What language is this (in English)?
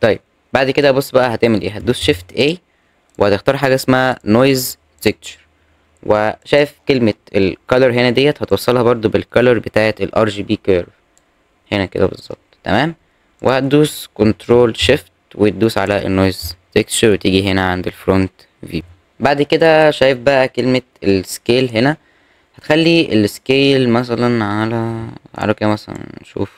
Egyptian Arabic